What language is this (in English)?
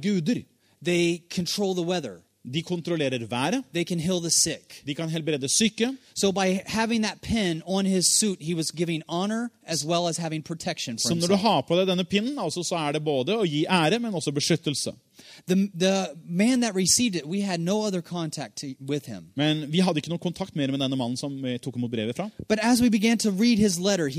Norwegian